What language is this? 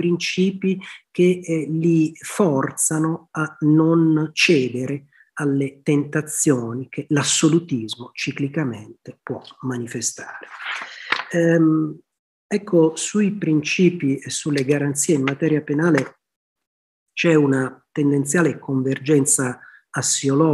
Italian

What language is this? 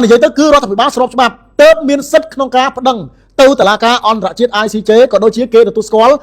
Khmer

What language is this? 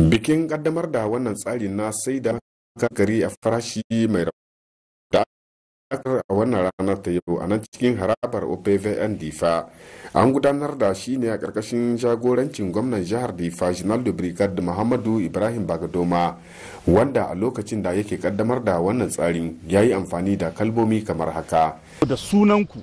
Hausa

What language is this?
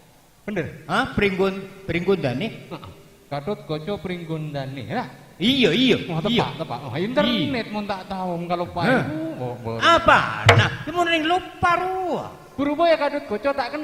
Madurese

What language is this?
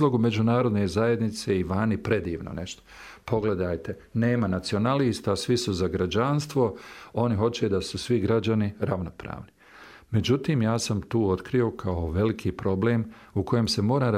Bosnian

